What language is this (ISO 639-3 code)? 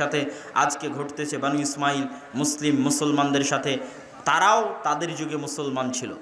ben